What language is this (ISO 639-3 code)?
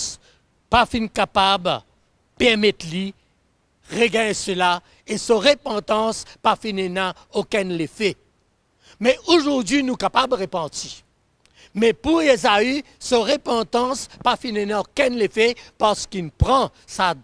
mfe